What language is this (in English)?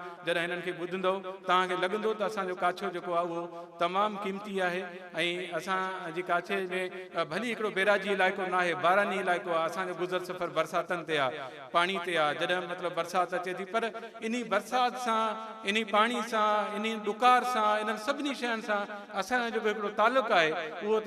Sindhi